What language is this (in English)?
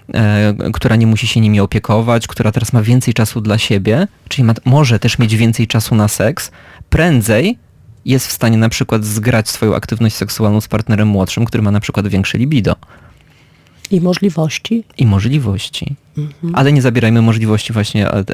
Polish